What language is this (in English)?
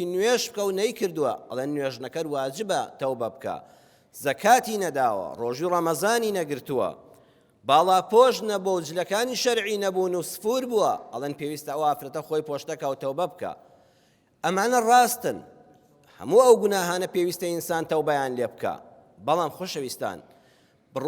Central Kurdish